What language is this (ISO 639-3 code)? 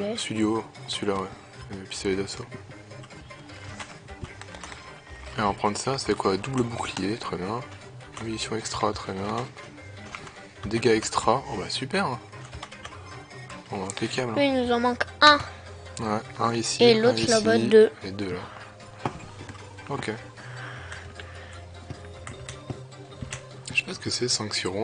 fra